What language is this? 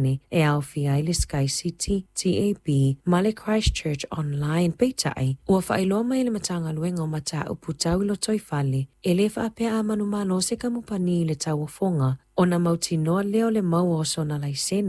Samoan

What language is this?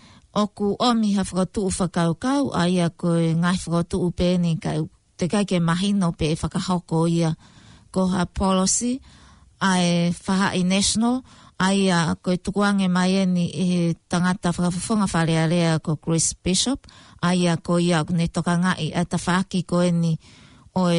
Tongan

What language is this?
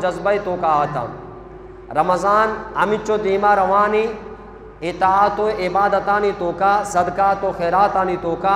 Eastern Balochi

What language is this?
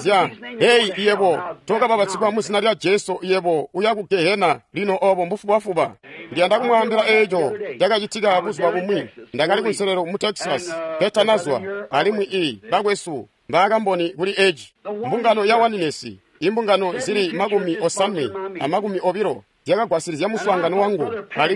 Tonga (Zambia)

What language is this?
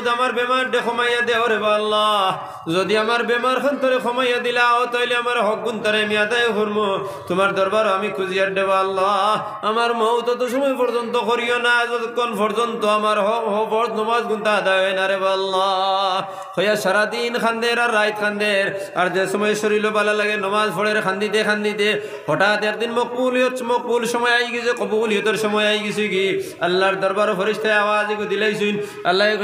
Sylheti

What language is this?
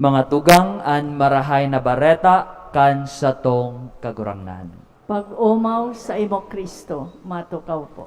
Bikol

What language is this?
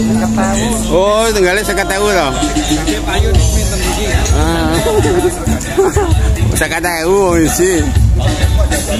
Javanese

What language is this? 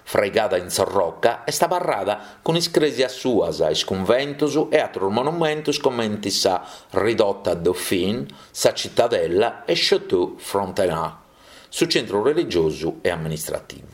Sardinian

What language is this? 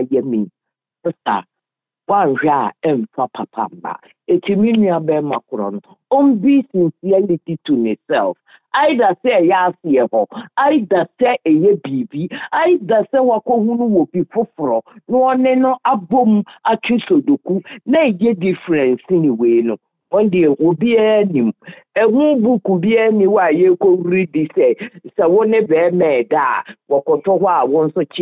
Akan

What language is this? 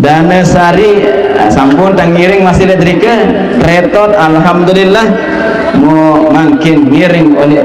Sasak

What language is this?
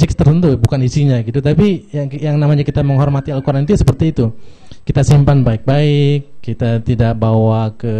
Indonesian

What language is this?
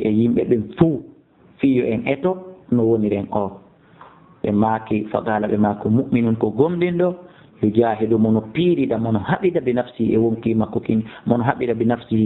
Fula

